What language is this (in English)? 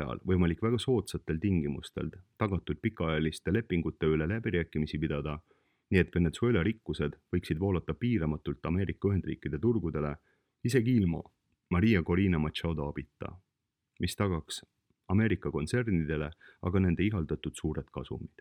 Estonian